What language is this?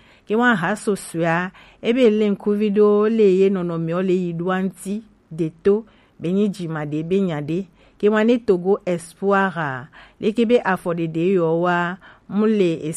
Gen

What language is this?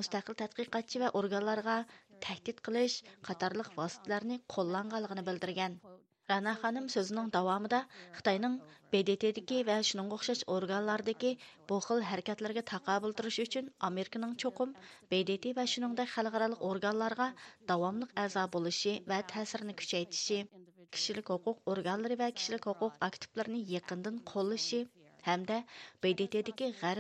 Uyghur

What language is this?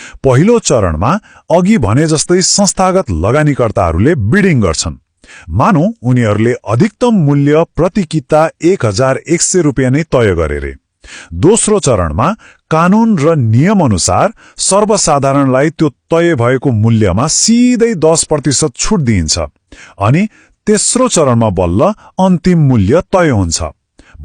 Nepali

